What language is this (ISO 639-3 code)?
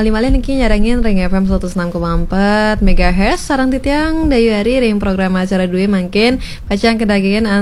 ban